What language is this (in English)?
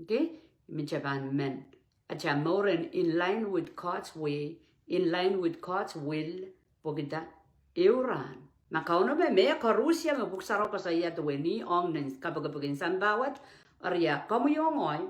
Pohnpeian